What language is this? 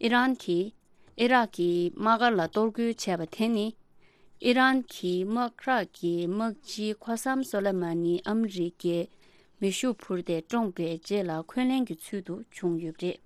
Tibetan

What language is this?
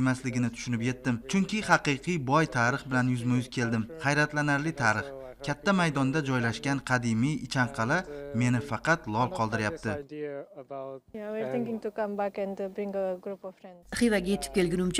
Uzbek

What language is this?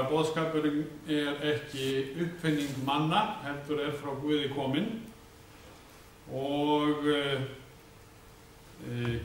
Icelandic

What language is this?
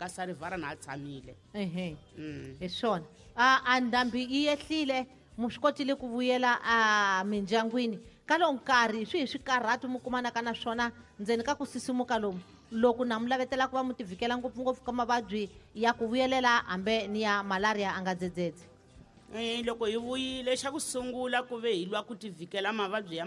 Tsonga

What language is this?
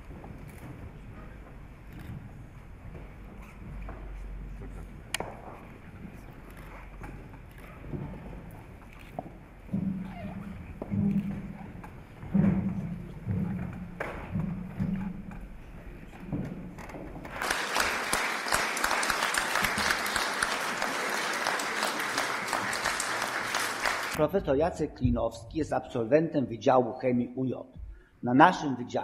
Polish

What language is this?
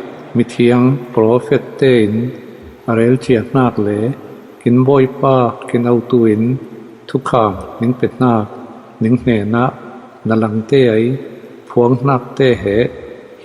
Falam Chin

